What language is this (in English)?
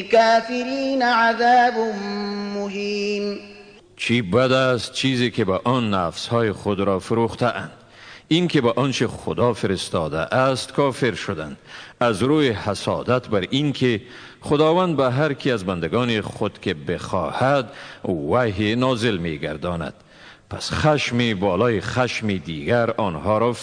Tajik